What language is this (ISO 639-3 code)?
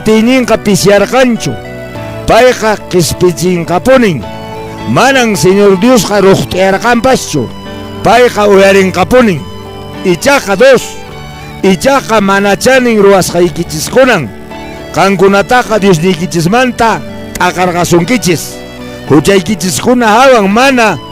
que